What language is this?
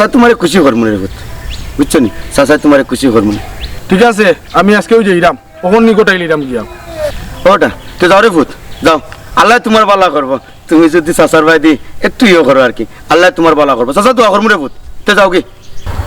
Sylheti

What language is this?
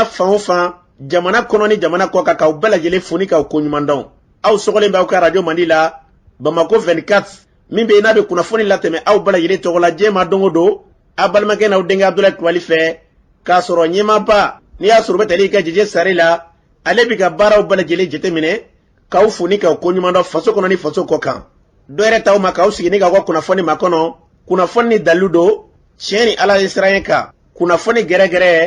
Bambara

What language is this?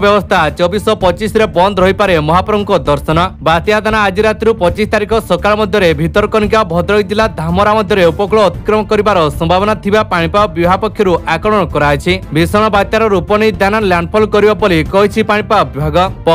Odia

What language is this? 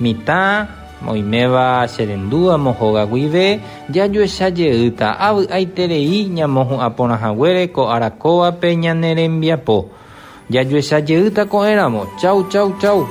Guarani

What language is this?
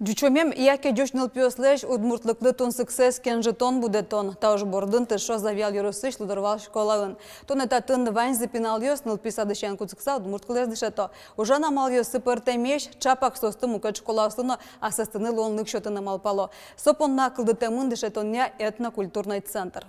Udmurt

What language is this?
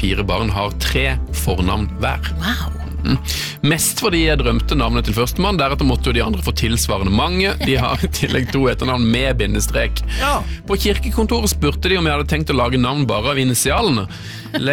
Norwegian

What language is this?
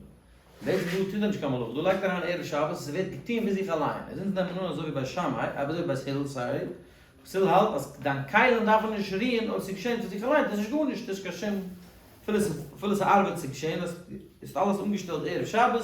Yiddish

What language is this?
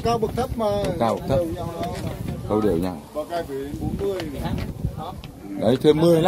Vietnamese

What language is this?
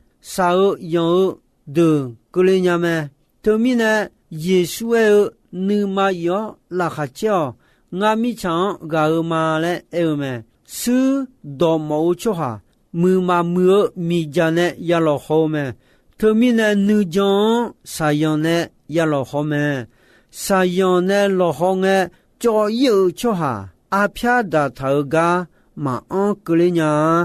Akha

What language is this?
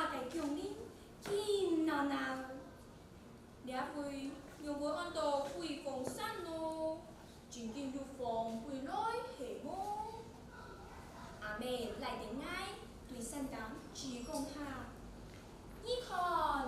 Hakka Chinese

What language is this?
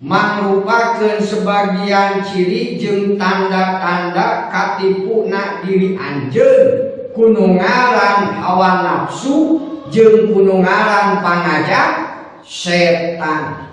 Sundanese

